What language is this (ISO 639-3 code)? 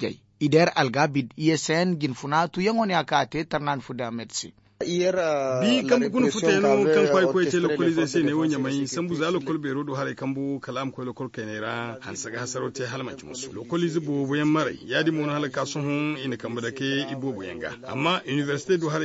dje